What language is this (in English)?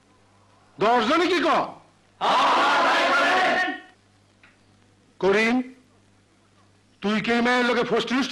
Bangla